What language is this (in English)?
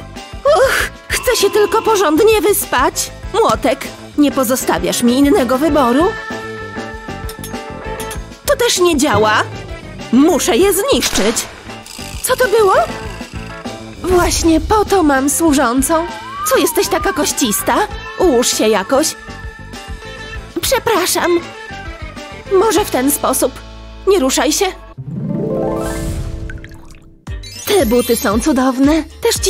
Polish